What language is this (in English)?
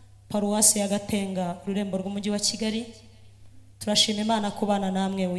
Kinyarwanda